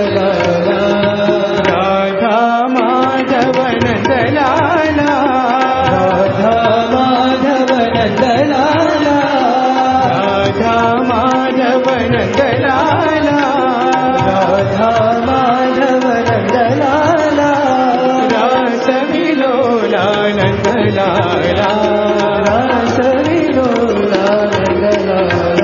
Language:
Telugu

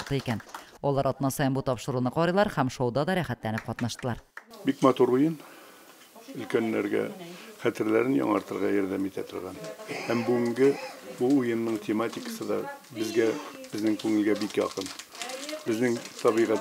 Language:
Tatar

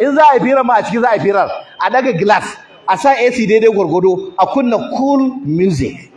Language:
Hausa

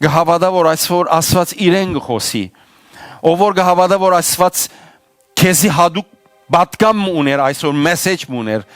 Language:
Western Armenian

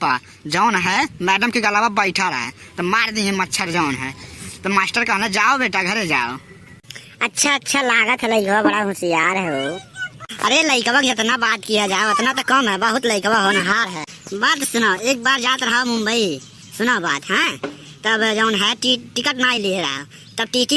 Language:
Awadhi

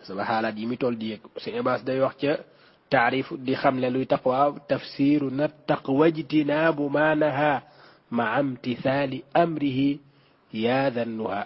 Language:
Wolof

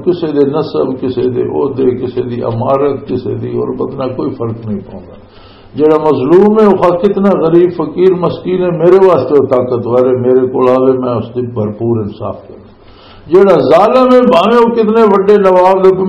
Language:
Western Panjabi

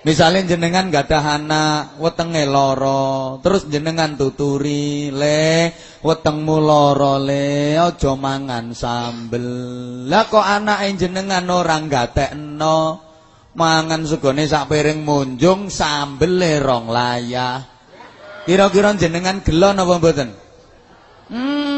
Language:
Javanese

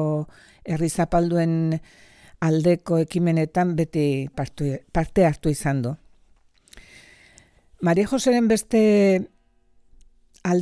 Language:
Basque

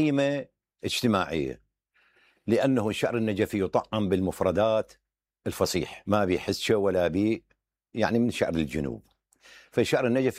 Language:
Mesopotamian Arabic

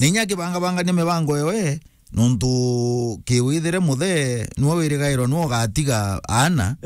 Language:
Meru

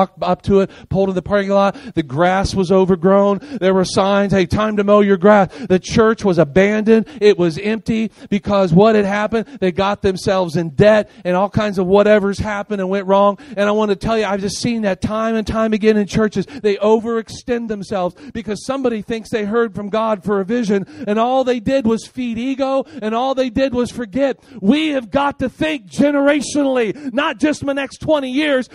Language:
English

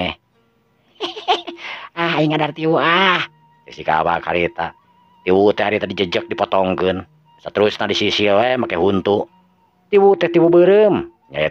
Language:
Sundanese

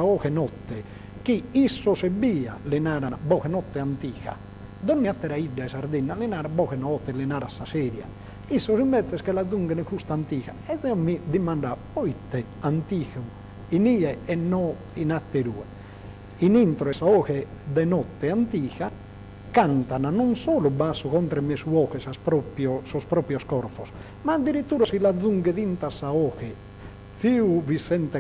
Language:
Sardinian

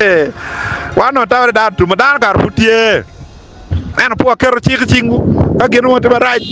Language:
Acoli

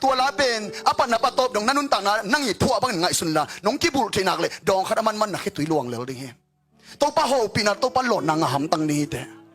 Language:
Tedim Chin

